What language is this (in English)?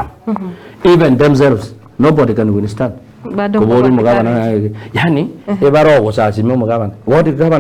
Gusii